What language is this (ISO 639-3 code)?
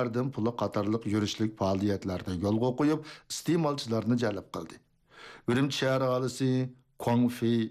uig